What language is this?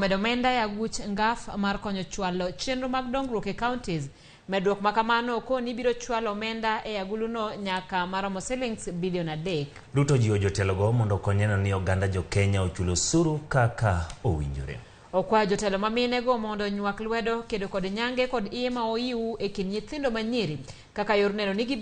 Luo (Kenya and Tanzania)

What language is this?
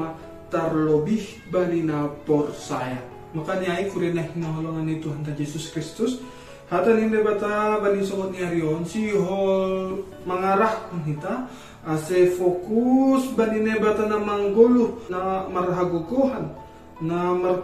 Batak Simalungun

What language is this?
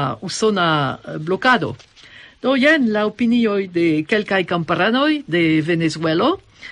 Esperanto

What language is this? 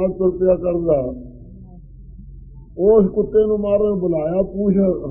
Punjabi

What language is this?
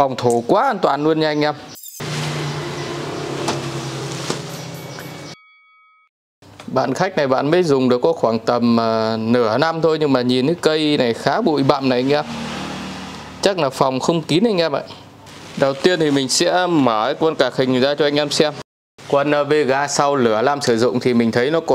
Vietnamese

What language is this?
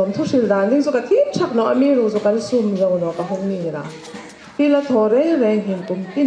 Hmar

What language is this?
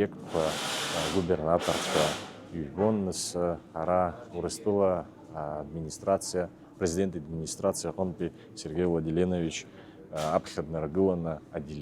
Abkhazian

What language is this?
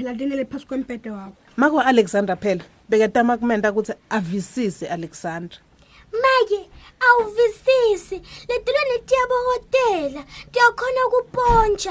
Swati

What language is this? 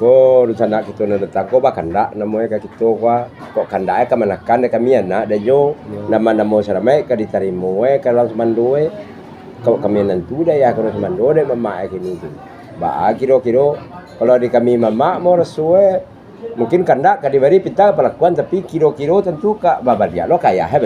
Minangkabau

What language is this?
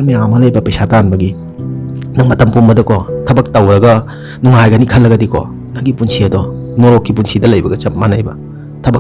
Manipuri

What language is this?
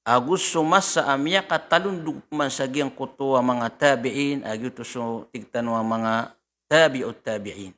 Maranao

